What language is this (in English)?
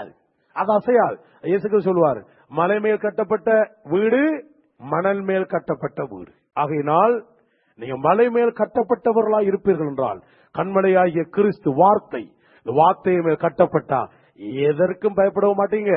Tamil